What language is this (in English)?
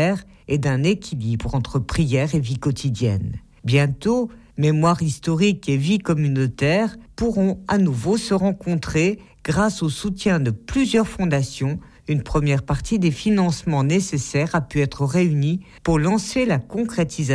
French